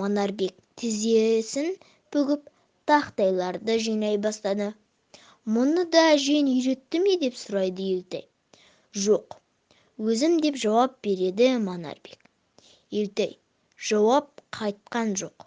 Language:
Kazakh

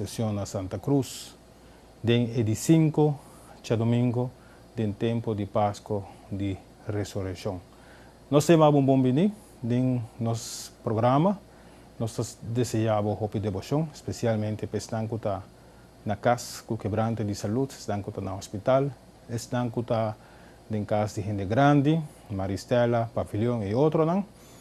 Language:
Papiamento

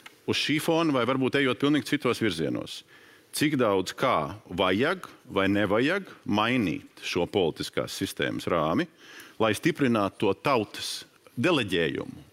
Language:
Latvian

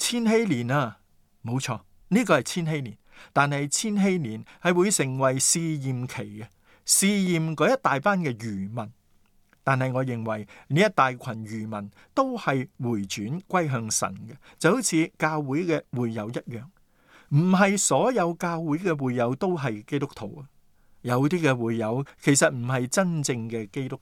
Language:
Cantonese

